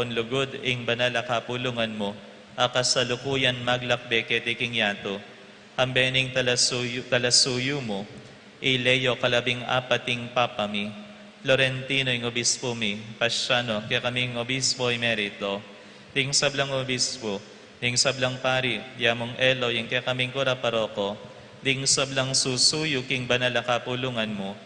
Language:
Pampanga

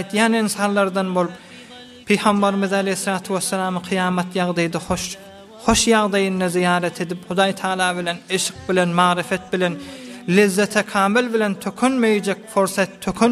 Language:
Turkmen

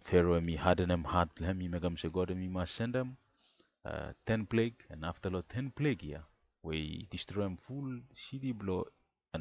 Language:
Bislama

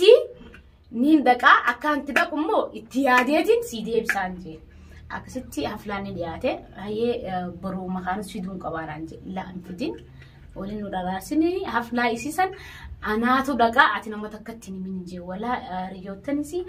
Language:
Oromo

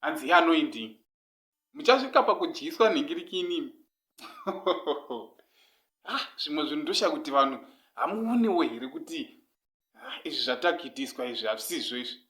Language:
Shona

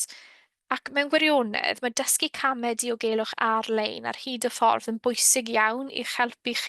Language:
Welsh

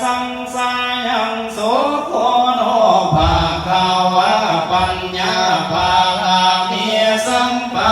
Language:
Pali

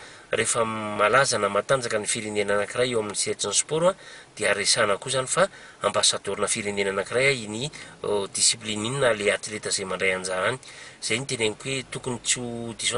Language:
Malagasy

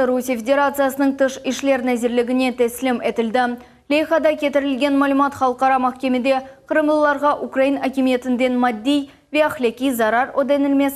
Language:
Crimean Tatar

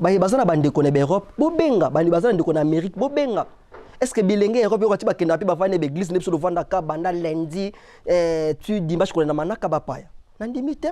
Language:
Lingala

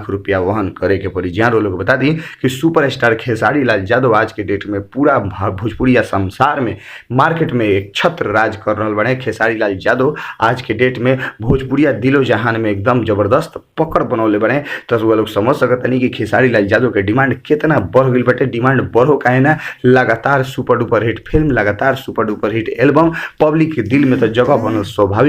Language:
Bhojpuri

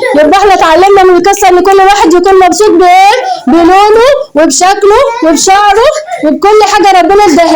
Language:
Egyptian Arabic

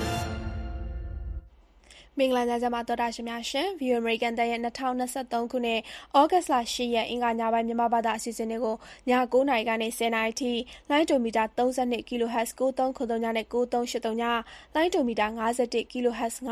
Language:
Burmese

